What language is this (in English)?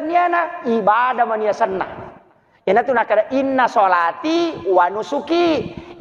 Buginese